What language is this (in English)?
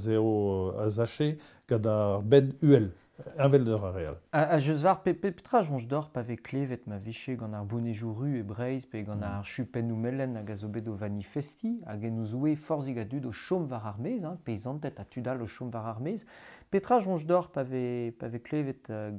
Breton